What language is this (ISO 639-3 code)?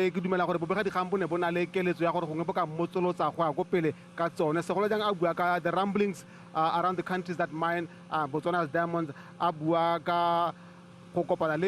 tsn